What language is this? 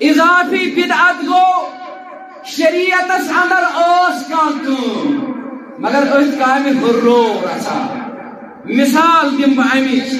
Kashmiri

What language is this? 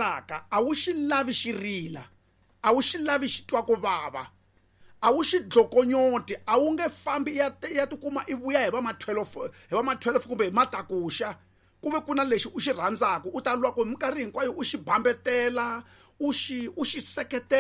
Tsonga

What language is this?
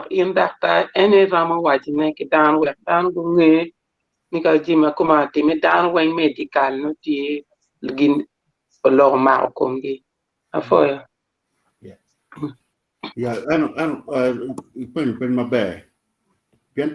Acoli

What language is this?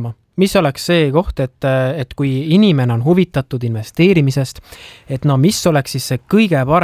Estonian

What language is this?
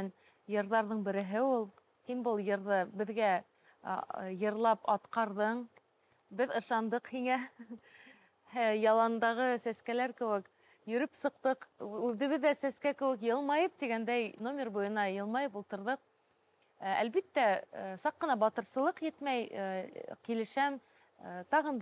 Bashkir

